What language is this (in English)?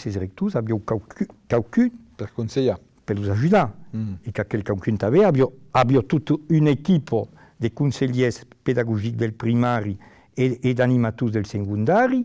Occitan